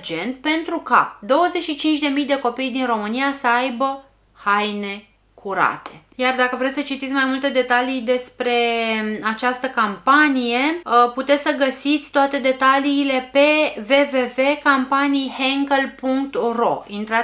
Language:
Romanian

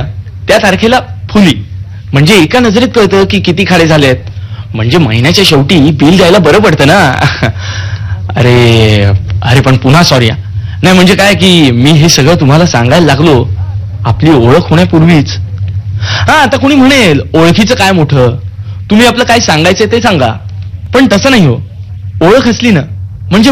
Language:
Marathi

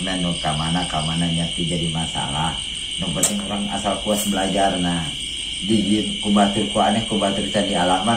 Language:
Sundanese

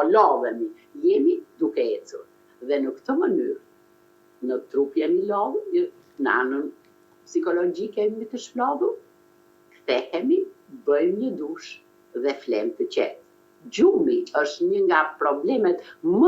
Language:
Albanian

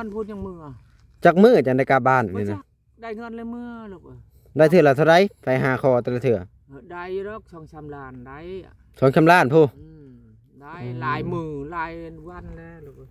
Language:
Lao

